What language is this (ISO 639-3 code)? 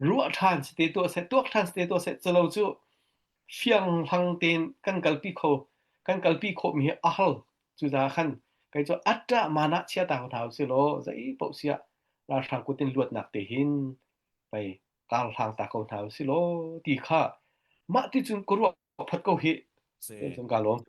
cnh